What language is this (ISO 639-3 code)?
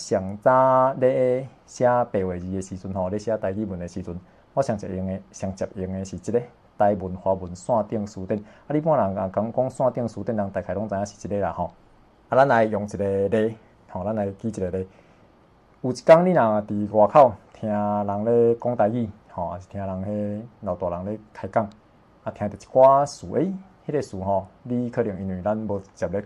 nan